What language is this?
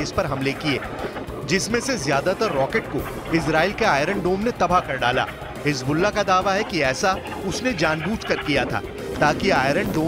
Hindi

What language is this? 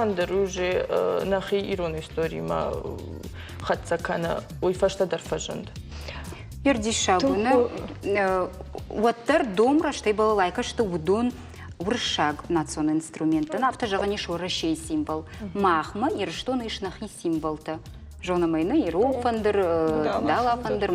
Ossetic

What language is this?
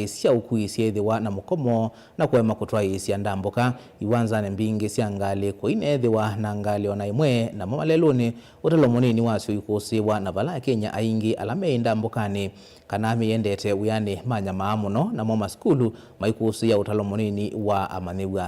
Kamba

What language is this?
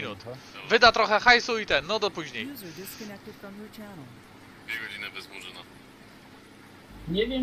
Polish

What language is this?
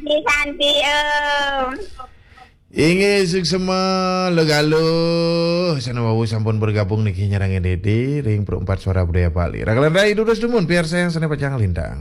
Balinese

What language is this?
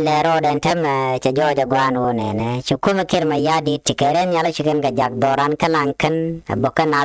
Nuer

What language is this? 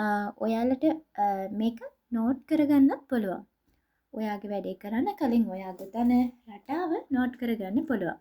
Sinhala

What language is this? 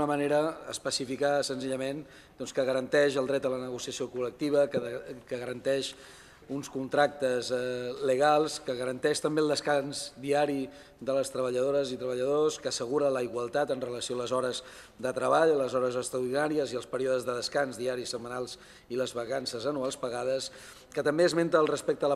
Catalan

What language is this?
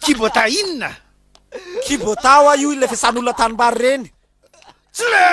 Malagasy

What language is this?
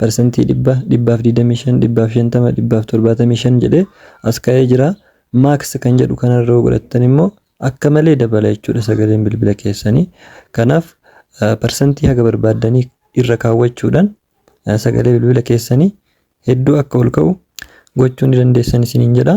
Oromo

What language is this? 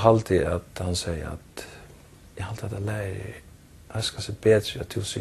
Faroese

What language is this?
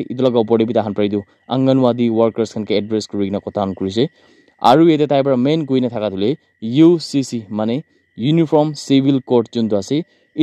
Naga Pidgin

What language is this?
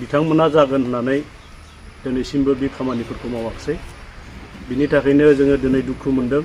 Bodo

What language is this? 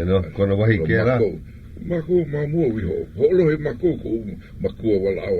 Hawaiian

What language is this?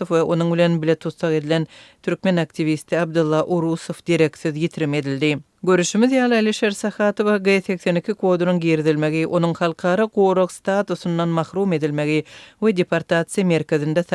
Turkmen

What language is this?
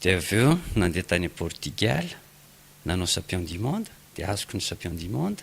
Malagasy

